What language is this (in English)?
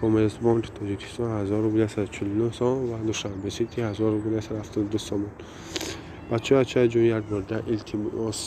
Tajik